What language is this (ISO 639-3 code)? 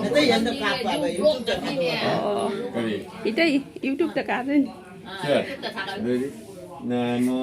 mni